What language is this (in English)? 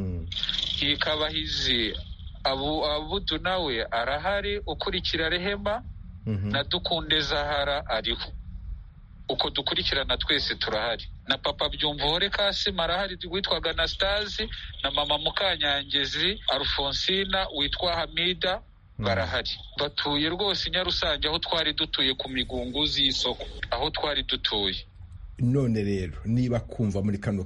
Kinyarwanda